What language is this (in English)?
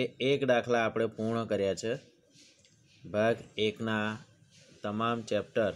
Gujarati